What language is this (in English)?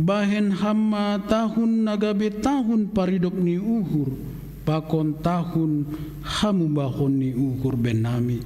Batak Simalungun